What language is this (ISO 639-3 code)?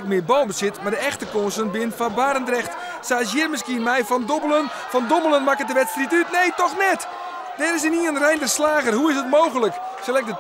fry